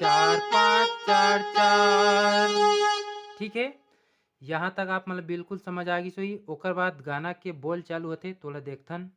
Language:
Chhattisgarhi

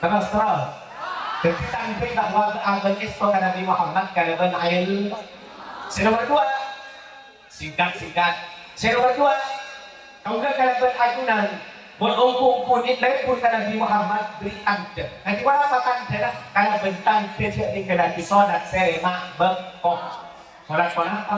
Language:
Madurese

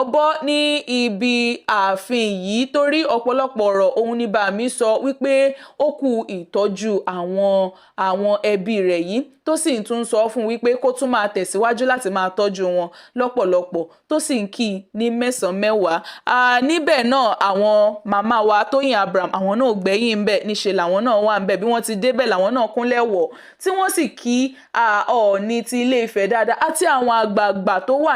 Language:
Yoruba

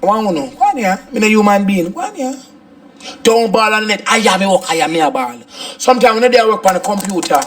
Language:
Jamaican Creole English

